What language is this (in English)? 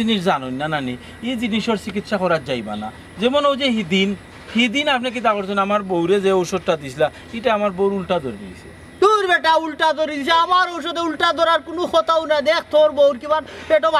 Sylheti